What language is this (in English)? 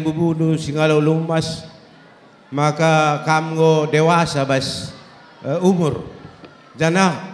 Batak Karo